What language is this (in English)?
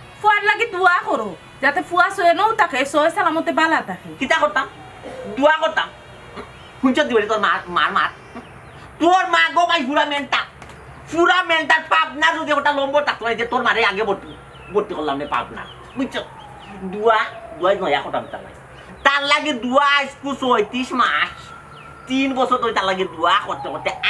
Sylheti